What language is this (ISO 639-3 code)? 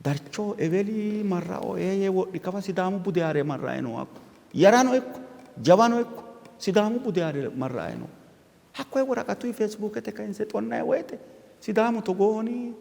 sid